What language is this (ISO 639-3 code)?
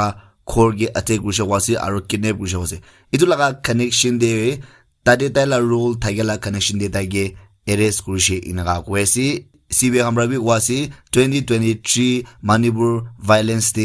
nag